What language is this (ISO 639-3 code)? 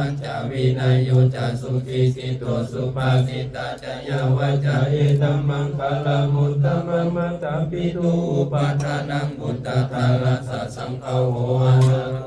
pli